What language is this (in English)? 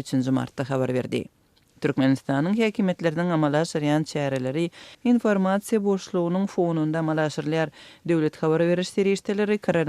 Turkmen